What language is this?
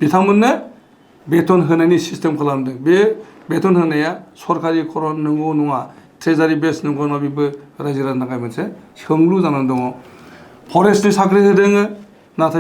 Bodo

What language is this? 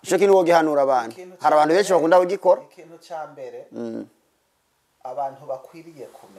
Rundi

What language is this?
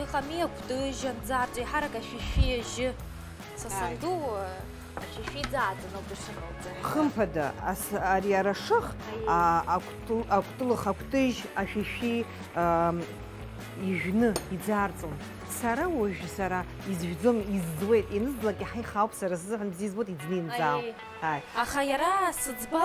Abkhazian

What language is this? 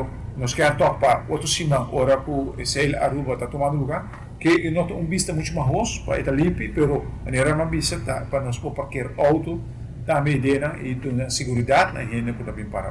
Papiamento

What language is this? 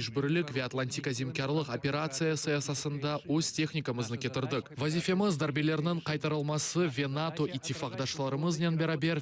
Crimean Tatar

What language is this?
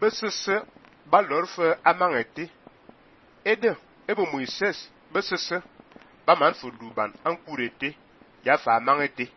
Fang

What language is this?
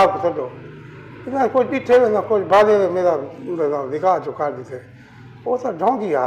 Saraiki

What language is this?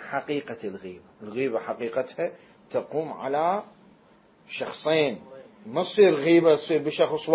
Mesopotamian Arabic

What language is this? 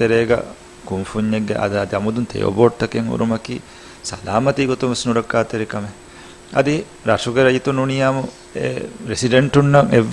Divehi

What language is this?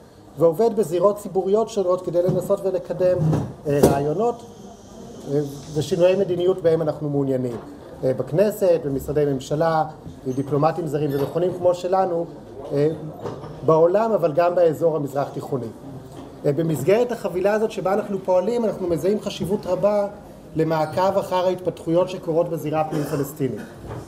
Hebrew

